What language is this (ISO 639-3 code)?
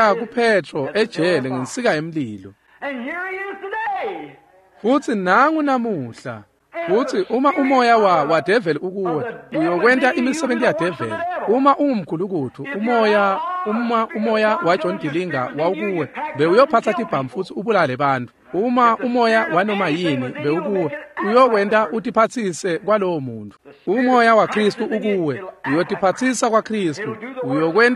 ssw